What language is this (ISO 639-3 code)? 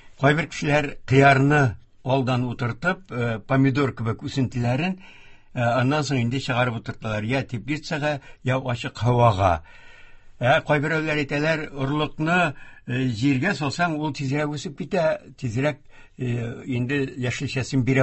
tat